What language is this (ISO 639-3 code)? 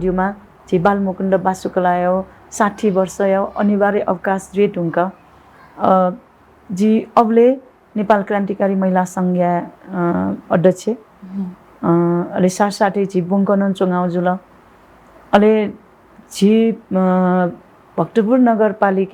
new